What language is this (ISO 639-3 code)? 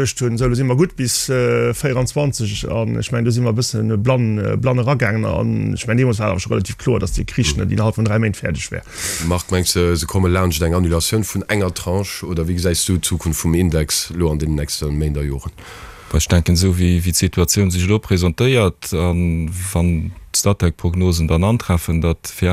ltz